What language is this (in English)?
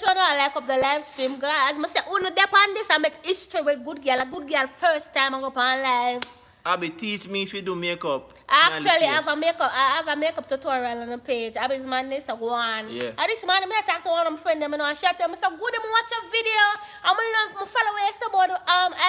Jamaican Creole English